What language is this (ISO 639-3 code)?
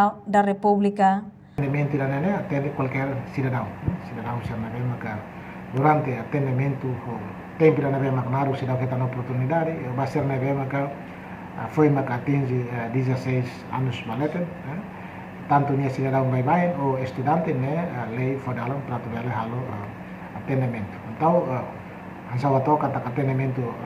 tet